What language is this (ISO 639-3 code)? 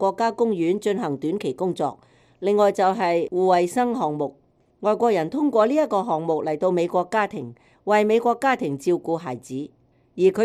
yue